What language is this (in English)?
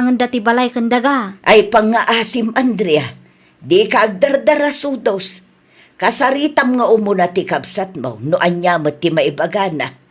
Iloko